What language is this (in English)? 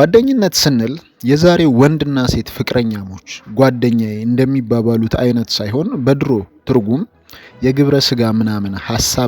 Amharic